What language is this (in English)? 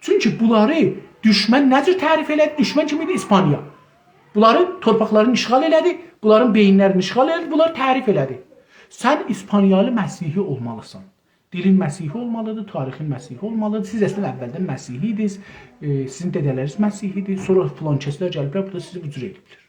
South Azerbaijani